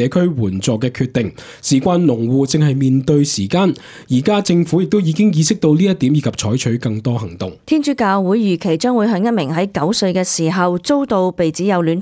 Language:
Cantonese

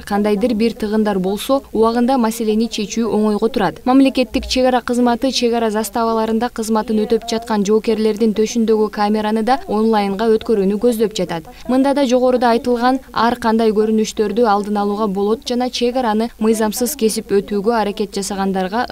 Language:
Kyrgyz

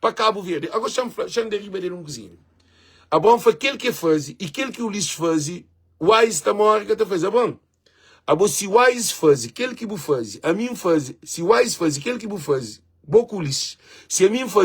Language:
Kabuverdianu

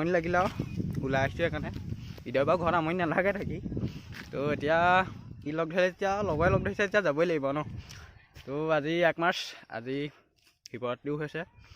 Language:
Assamese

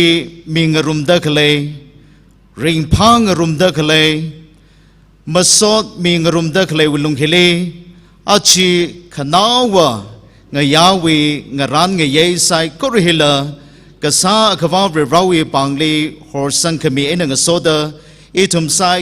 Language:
Tangkhul Naga (India)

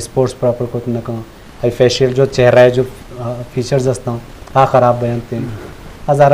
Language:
Eastern Balochi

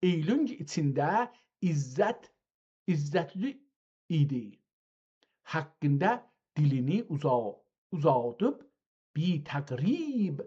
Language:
South Azerbaijani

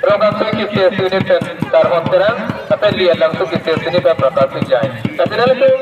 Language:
Karbi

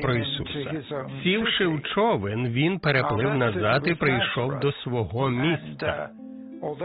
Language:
Ukrainian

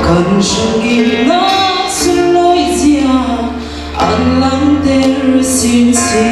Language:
Falam Chin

